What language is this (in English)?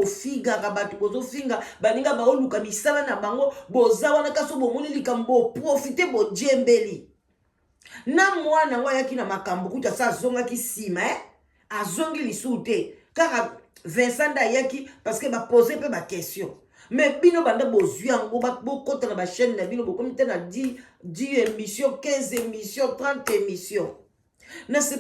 Lingala